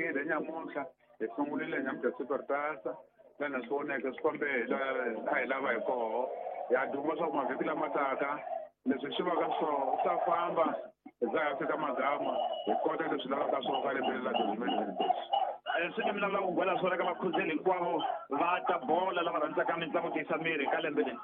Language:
Tsonga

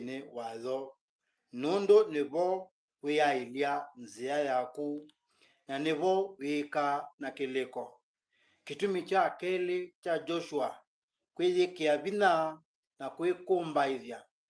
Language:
Kamba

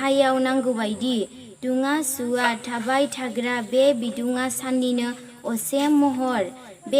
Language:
Bodo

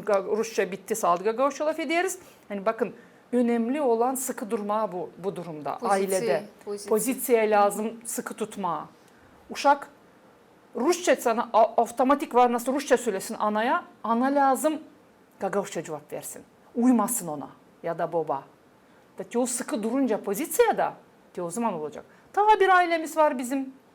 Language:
Gagauz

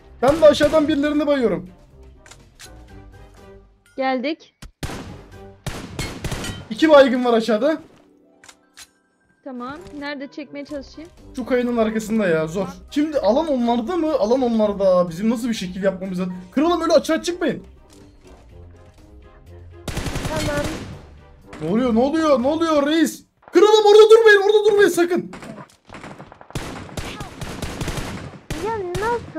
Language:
Turkish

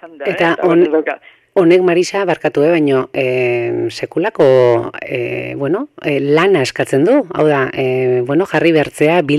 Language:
Basque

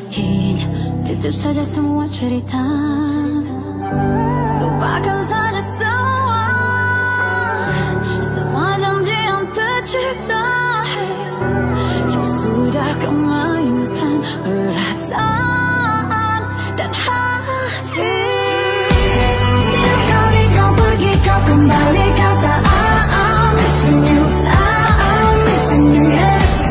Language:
Malay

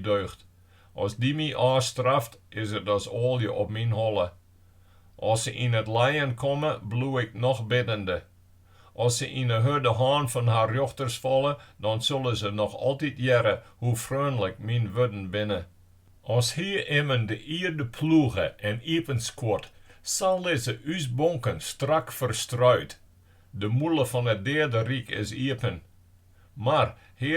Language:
Western Frisian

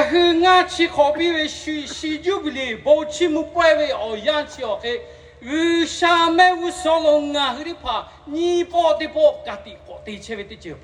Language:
Lahu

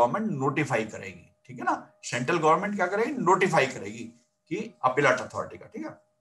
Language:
Hindi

